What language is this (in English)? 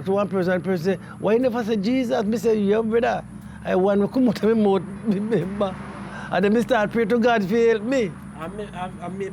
Jamaican Creole English